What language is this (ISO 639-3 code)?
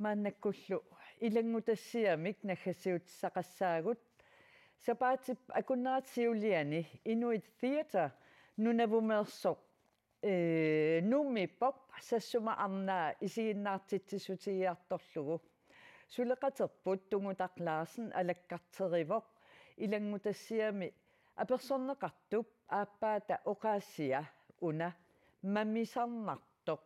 kal